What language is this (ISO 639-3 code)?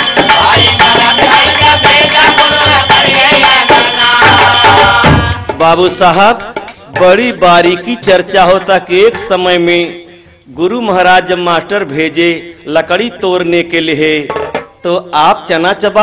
bho